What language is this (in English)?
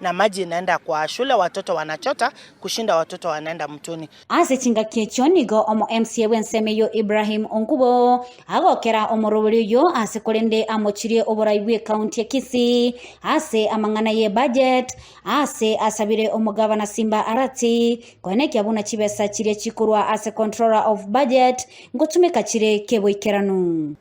Gusii